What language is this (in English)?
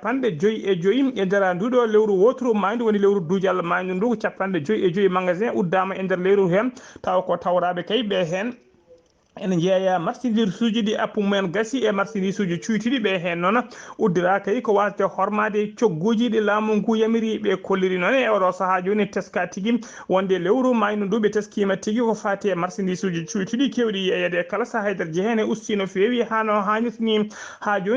Fula